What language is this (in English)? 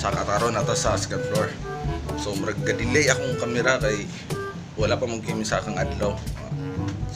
Cebuano